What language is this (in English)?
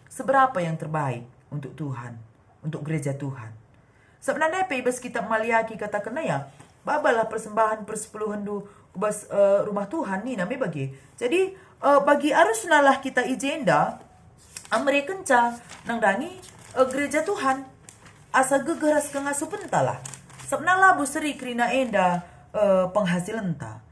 Batak Karo